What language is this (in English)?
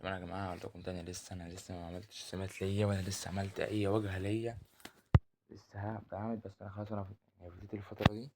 Egyptian Arabic